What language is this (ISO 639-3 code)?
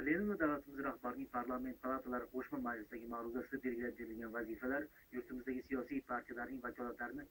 uzb